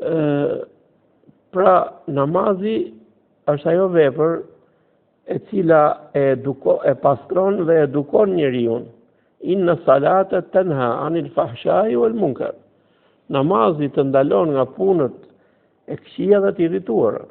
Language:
Albanian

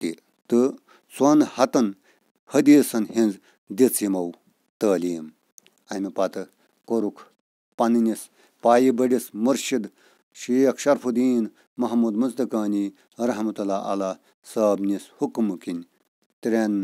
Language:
Kashmiri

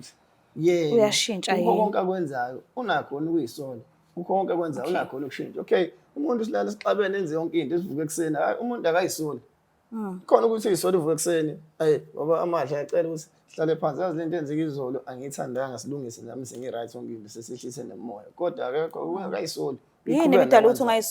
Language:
Zulu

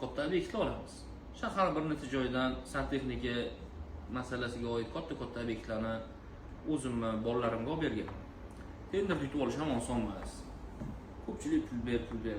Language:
Uzbek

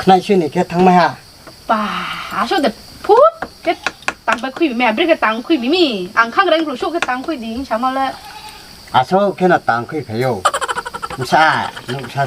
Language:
Riang (India)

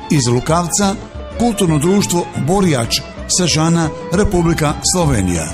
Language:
Bosnian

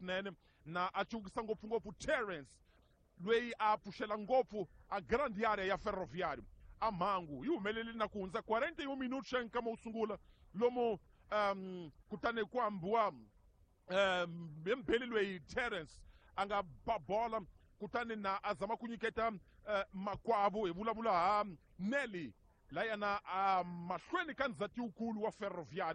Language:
Tsonga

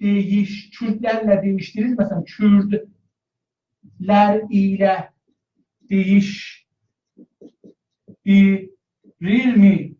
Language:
South Azerbaijani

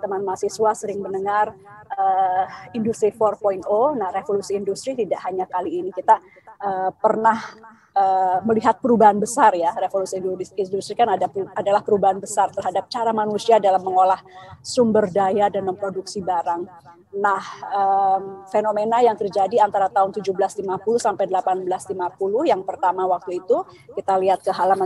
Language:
Indonesian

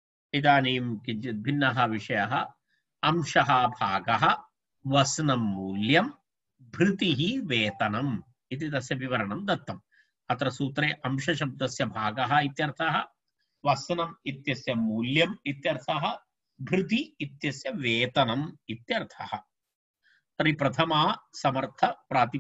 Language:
Sanskrit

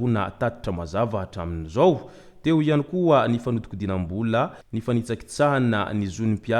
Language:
Malagasy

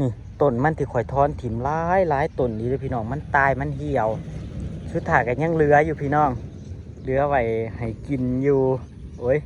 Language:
Northeastern Thai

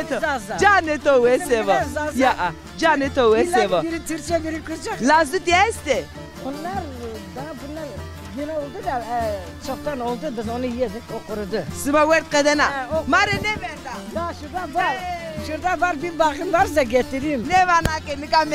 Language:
Zaza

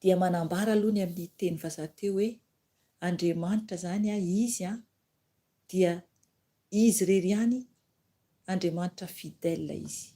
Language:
Malagasy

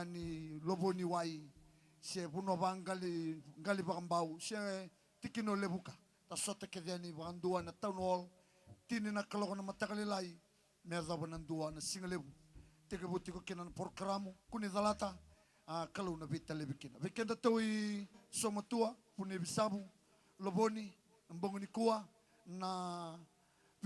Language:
Fijian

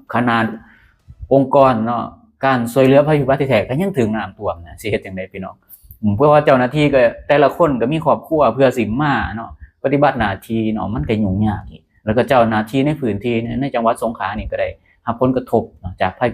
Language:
Lao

